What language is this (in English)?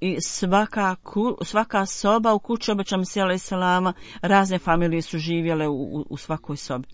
Bosnian